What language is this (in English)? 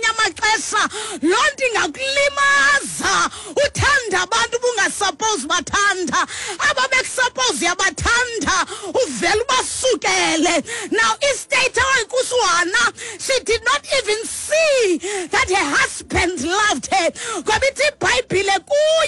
Xhosa